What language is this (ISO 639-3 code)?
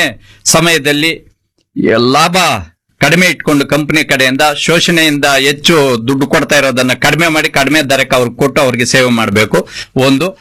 kan